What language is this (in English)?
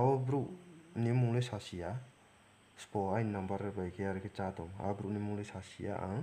Riang (India)